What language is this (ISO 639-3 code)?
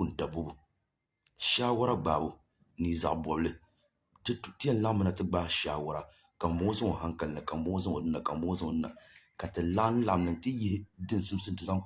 dag